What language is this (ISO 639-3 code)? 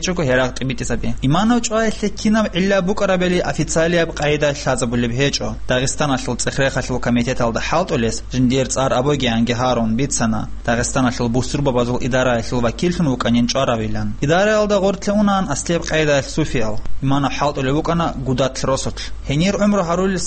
ava